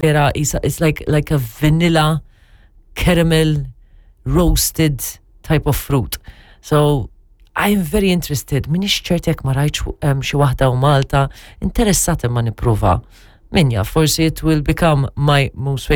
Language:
Maltese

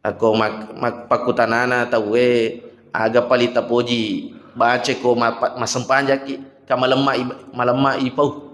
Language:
Buginese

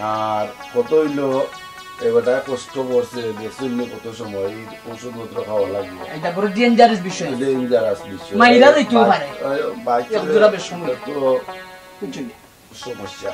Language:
Sylheti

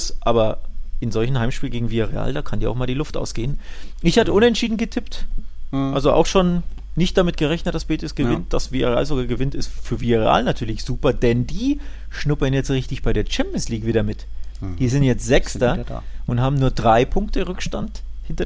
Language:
German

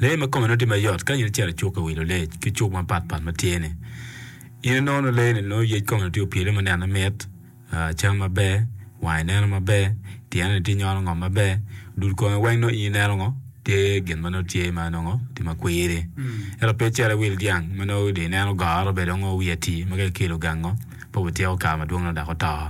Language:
Acoli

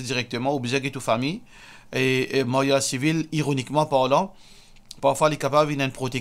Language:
Morisyen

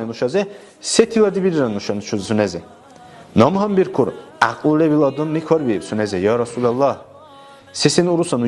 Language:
Dargwa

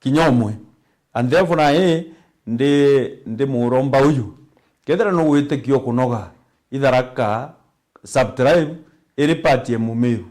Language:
Meru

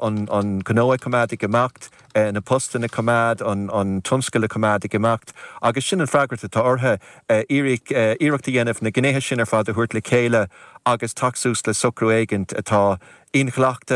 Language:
Irish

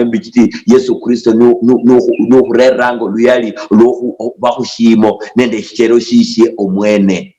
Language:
Luyia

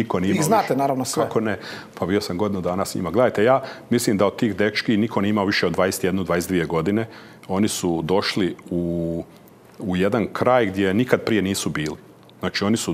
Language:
Croatian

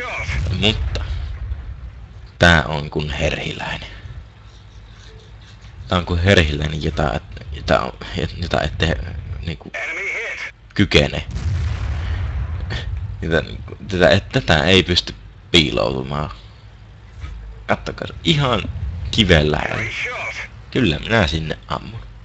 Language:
Finnish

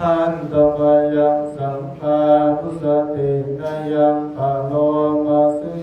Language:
Pali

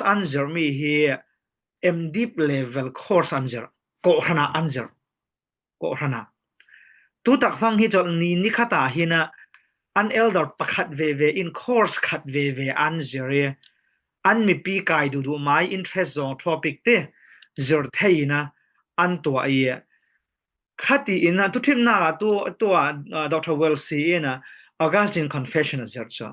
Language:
Falam Chin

